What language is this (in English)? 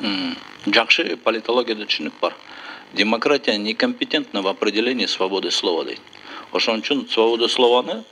Kyrgyz